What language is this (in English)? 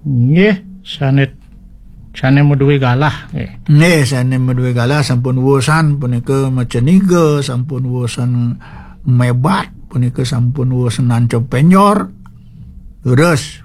Balinese